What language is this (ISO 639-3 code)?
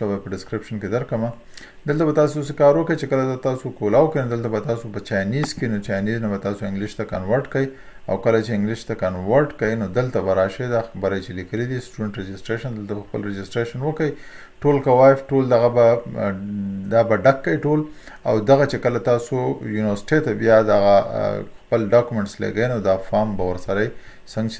pus